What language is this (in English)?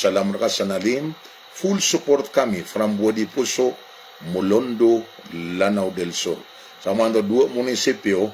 Maranao